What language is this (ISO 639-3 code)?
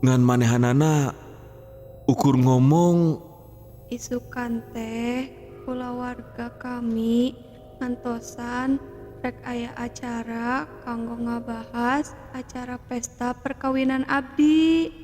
sun